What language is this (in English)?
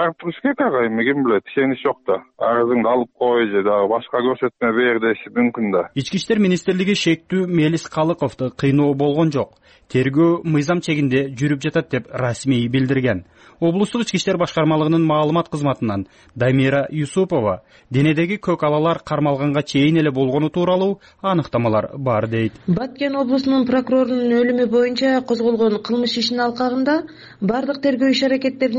Kyrgyz